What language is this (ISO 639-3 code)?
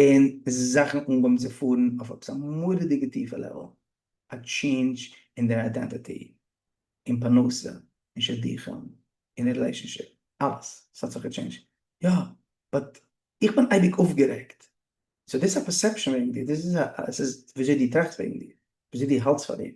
yid